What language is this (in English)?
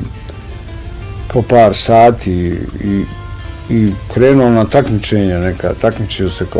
Bosnian